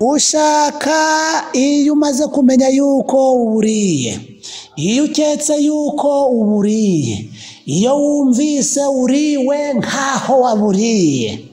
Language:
Kinyarwanda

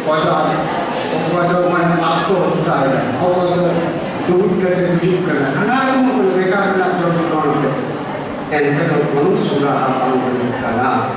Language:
Santali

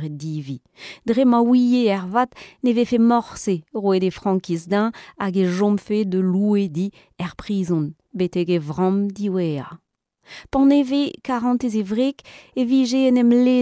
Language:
Breton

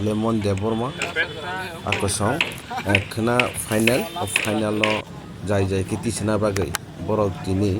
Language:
Kok Borok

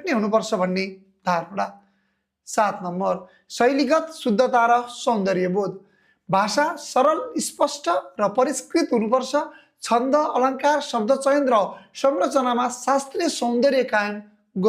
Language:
Nepali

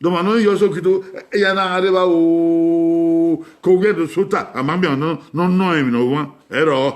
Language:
Bini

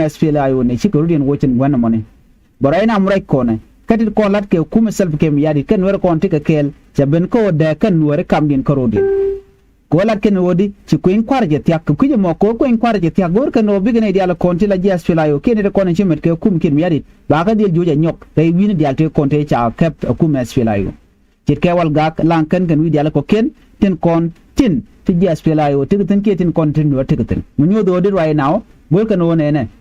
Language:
Nuer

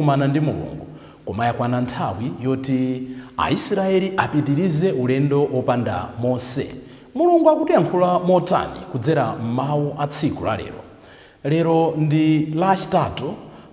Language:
Nyanja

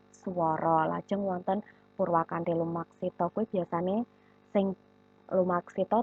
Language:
Javanese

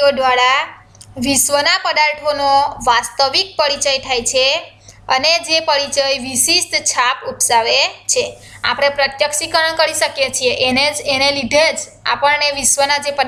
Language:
Gujarati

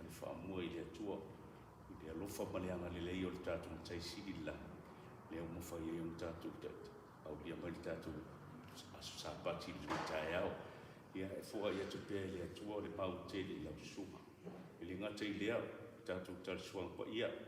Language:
Samoan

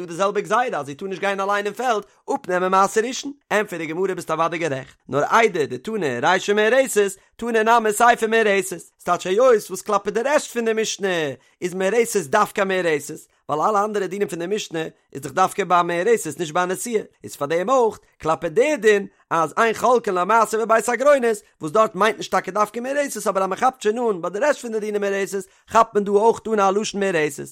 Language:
Yiddish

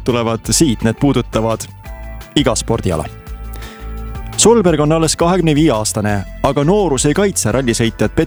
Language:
Estonian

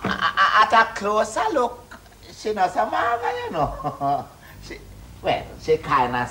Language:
Jamaican Creole English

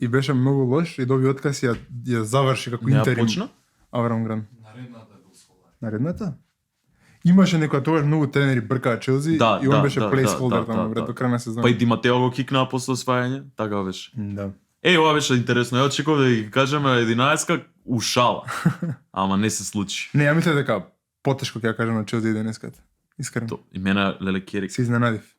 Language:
Macedonian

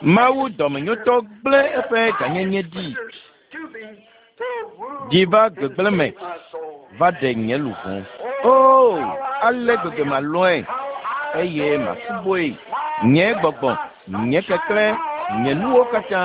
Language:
Ewe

